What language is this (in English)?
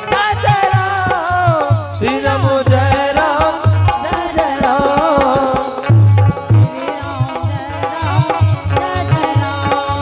Angika